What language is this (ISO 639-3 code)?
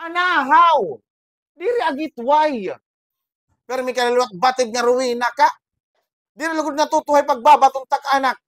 war